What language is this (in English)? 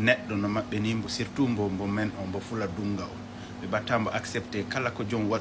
Fula